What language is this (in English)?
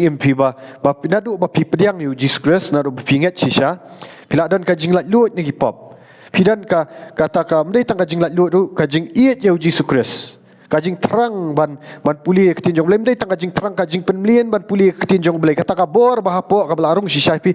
Khasi